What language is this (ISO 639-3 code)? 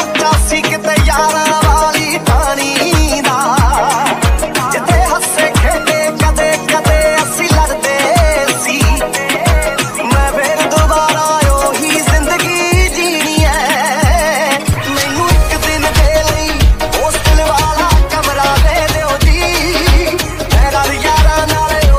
pan